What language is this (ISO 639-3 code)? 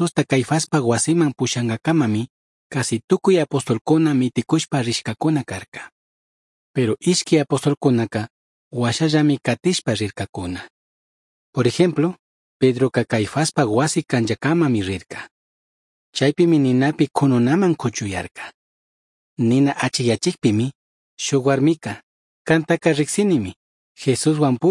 qug